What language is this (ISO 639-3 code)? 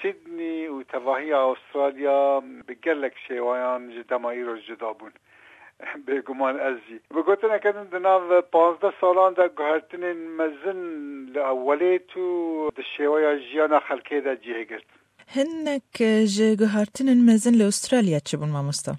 kur